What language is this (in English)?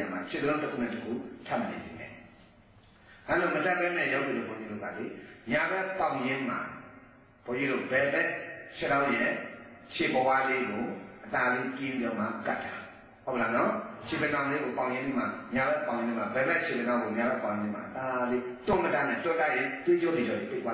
Burmese